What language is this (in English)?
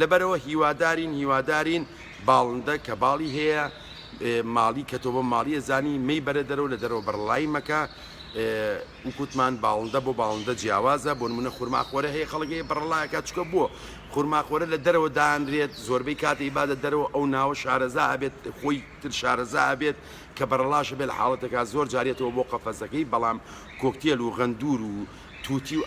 Central Kurdish